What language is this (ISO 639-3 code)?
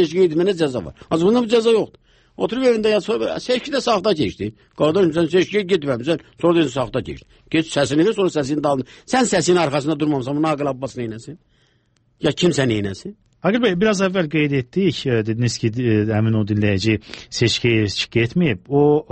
aze